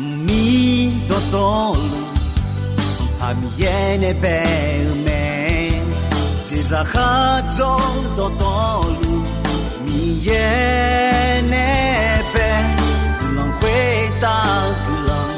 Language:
Akha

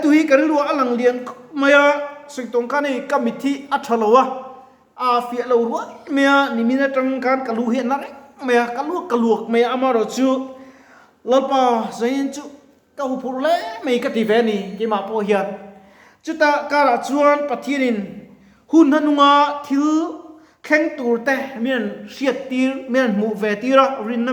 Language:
Mizo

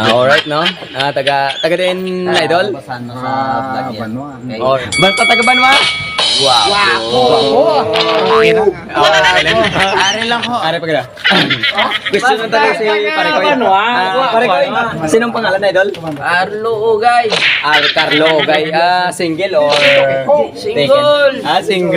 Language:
Hiligaynon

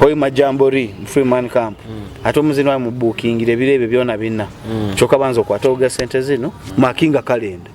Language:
Nyoro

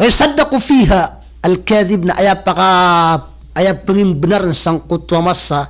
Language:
Maranao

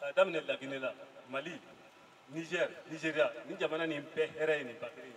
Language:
Bambara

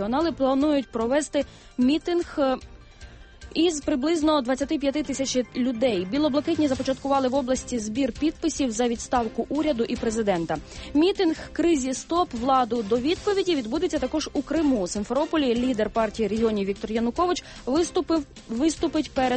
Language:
Ukrainian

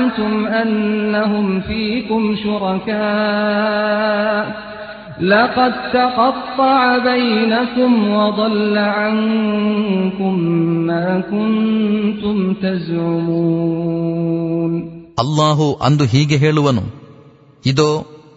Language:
Kannada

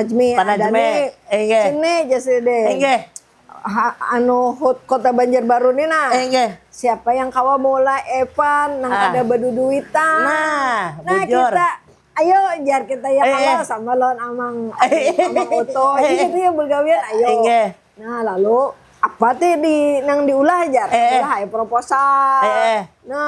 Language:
Banjar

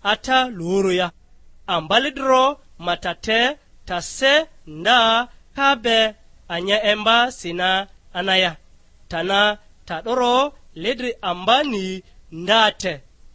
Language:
Lugbara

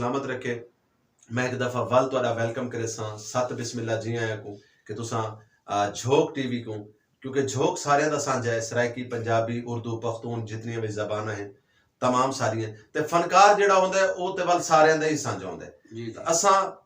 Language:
Saraiki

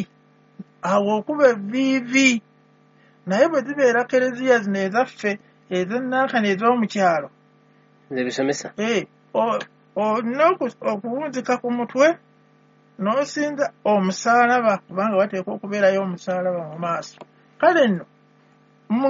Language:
Ganda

